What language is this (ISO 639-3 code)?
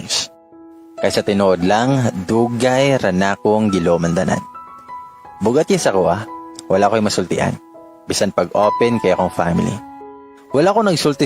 ceb